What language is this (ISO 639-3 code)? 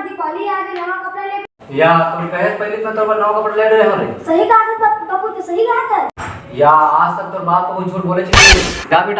hne